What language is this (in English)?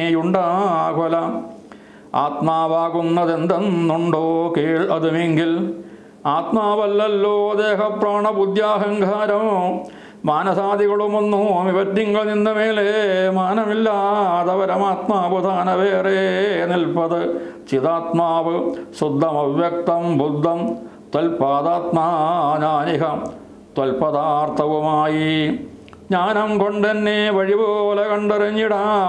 Malayalam